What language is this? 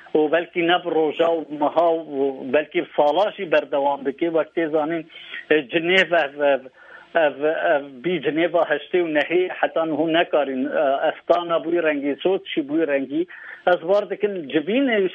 Kurdish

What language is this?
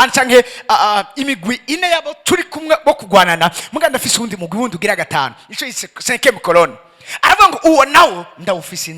Rundi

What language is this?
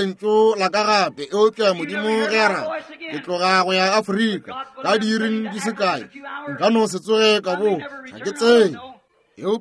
Northern Sotho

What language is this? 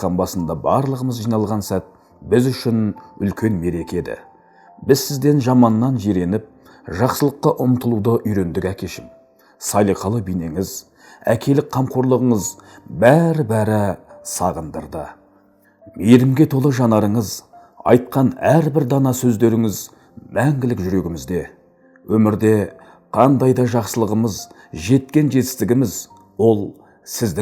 Kazakh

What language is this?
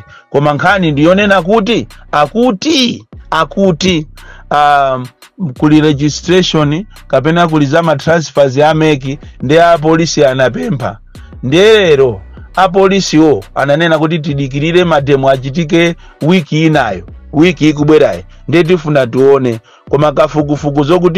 Nyanja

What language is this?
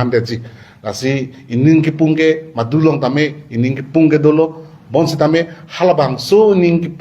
Karbi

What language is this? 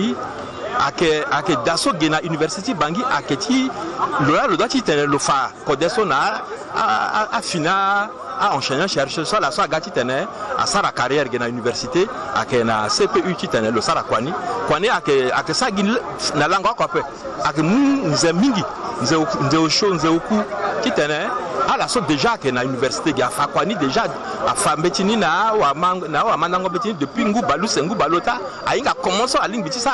Sango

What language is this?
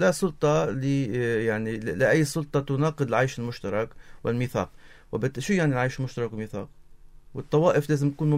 North Levantine Arabic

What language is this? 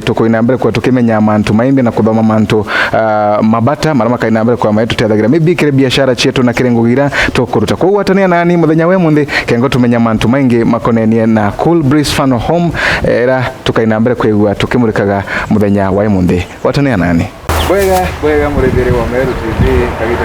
Meru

